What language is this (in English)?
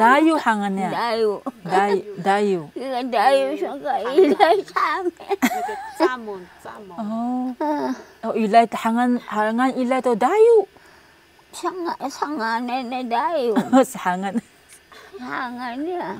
Taroko